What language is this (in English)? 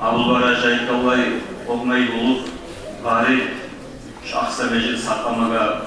Kumyk